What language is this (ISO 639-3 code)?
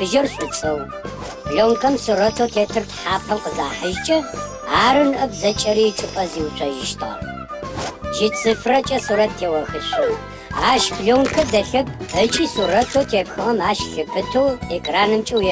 ady